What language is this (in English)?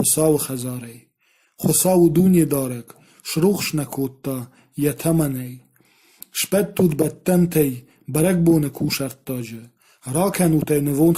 Ossetic